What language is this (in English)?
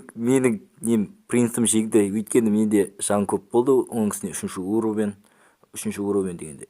Kazakh